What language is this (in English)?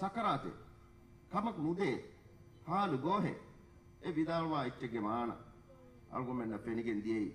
Divehi